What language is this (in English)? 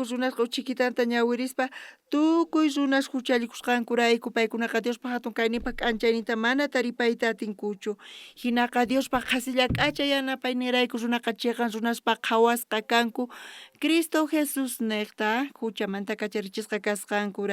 South Bolivian Quechua